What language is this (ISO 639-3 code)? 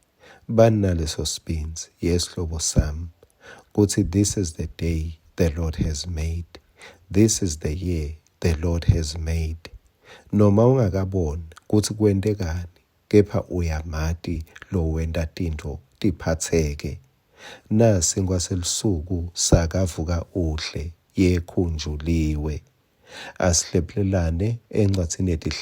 ssw